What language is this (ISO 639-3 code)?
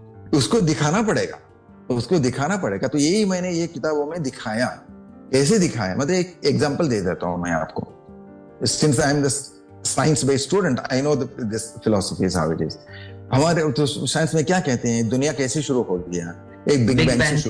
hin